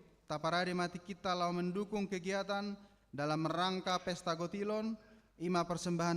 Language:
Batak Toba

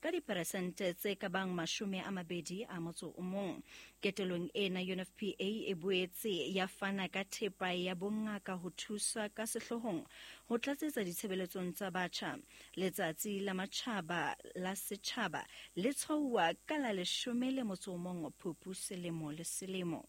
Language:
Southern Sotho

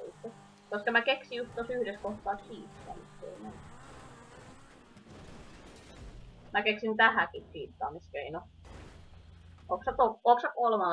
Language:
Finnish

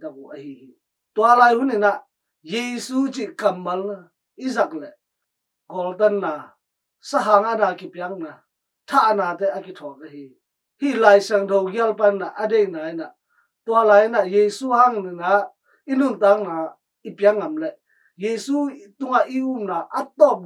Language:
Tedim Chin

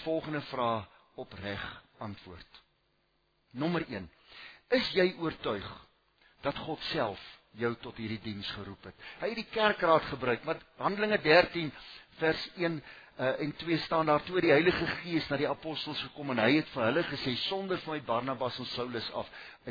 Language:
Afrikaans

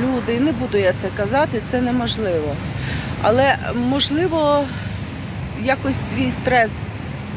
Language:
Ukrainian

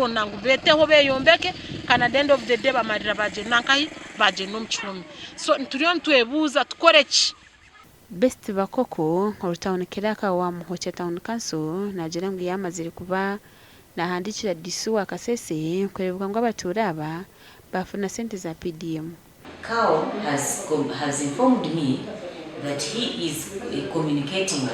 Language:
Nyankole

